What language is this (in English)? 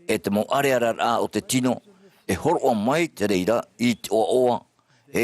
Tahitian